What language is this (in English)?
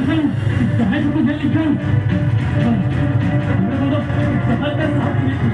Santali